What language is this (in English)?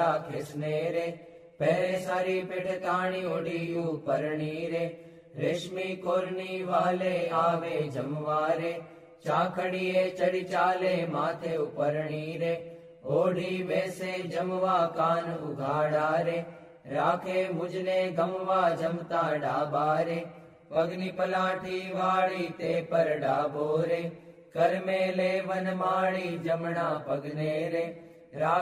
Gujarati